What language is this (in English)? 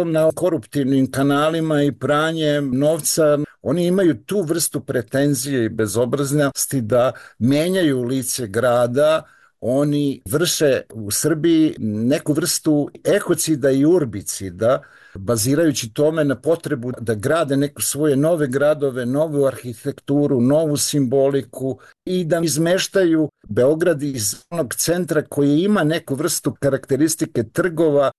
Serbian